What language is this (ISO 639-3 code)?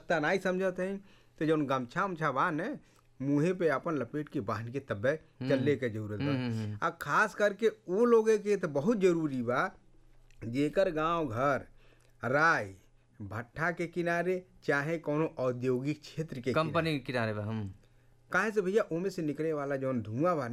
bho